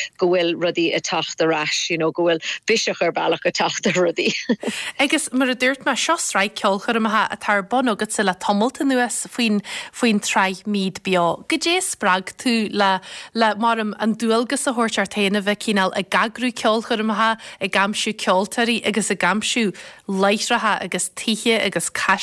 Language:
Irish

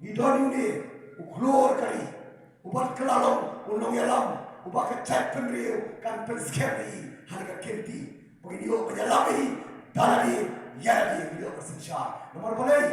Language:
Khasi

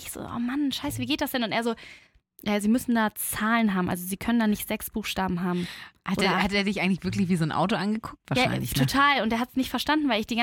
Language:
German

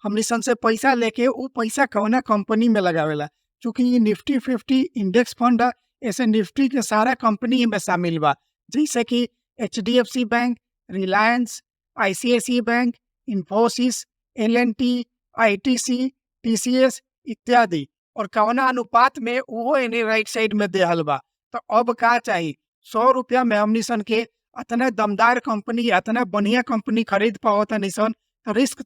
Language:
Bhojpuri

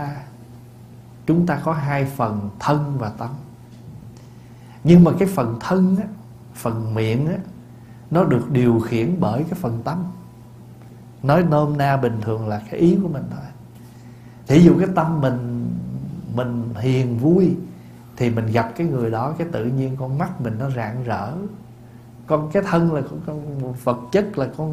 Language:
Vietnamese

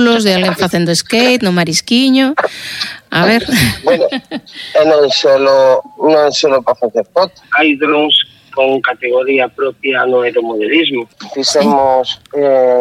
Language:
Galician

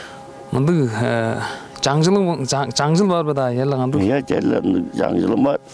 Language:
Tuvinian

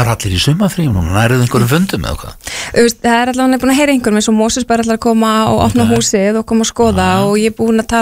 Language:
Icelandic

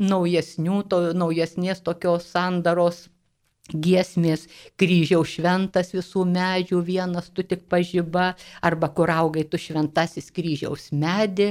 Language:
Lithuanian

